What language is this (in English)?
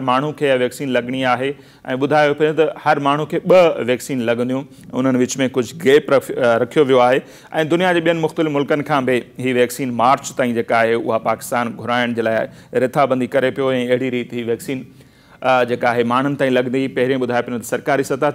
Sindhi